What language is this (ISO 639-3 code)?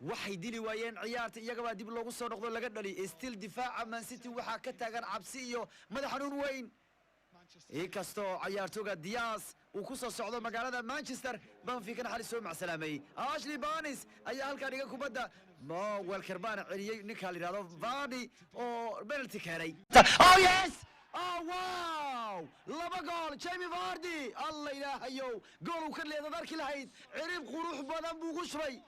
som